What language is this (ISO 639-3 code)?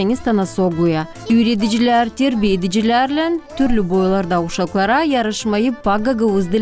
gag